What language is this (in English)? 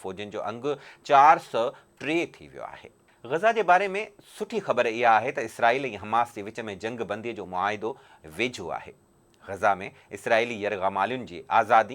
Sindhi